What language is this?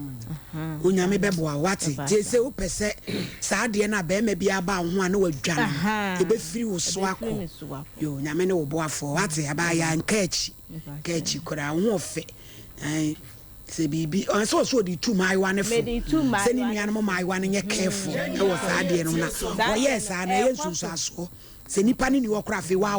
Akan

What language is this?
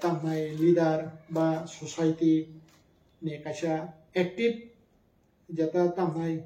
Kok Borok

